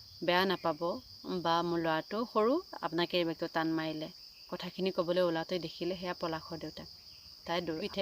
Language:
Assamese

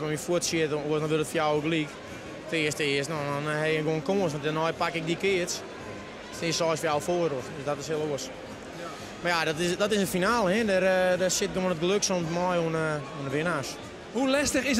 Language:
Western Frisian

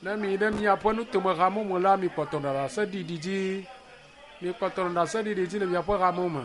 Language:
Ewe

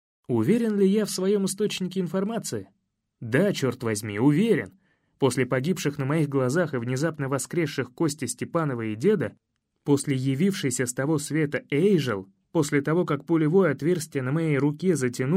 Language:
Russian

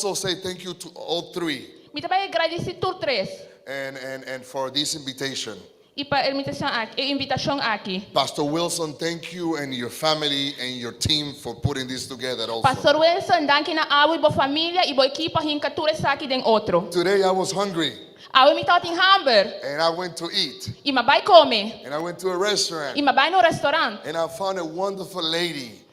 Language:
Papiamento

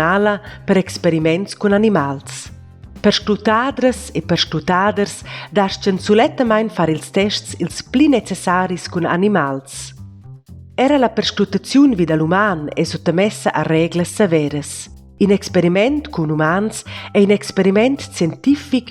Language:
Romansh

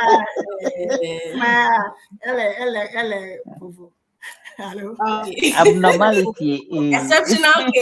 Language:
Ewe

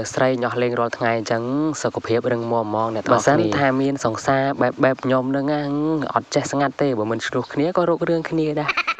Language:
Khmer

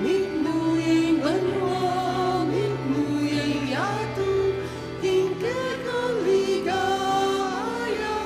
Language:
Pampanga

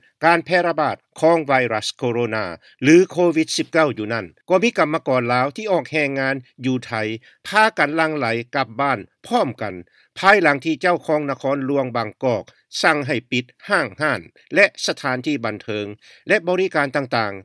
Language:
Lao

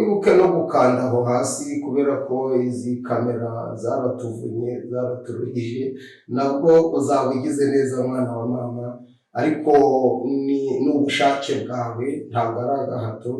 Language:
Kinyarwanda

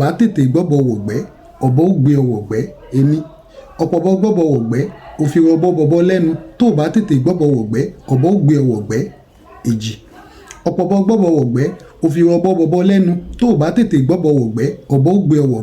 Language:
Yoruba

